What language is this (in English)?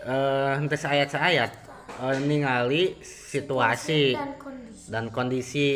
Sundanese